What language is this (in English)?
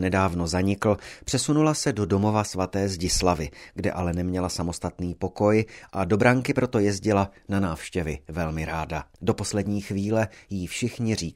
Czech